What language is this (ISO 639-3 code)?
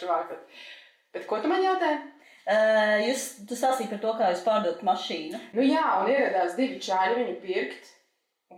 lav